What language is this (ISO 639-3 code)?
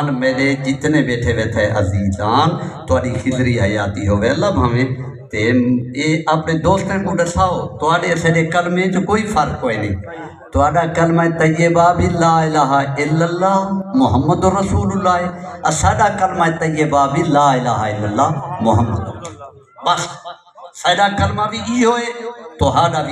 skr